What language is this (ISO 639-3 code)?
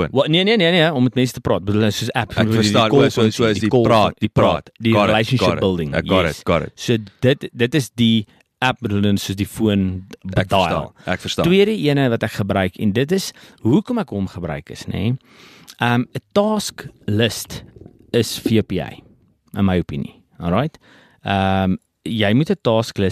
afr